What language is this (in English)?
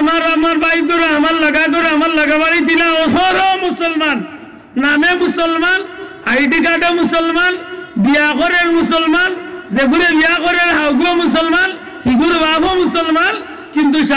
Sylheti